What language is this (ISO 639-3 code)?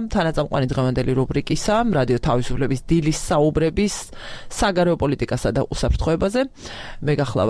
kat